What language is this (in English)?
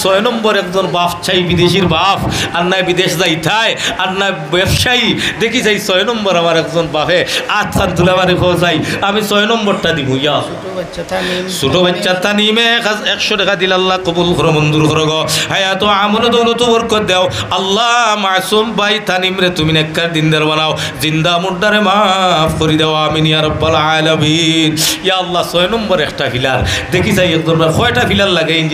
Sylheti